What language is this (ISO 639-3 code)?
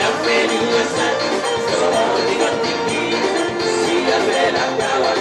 bbc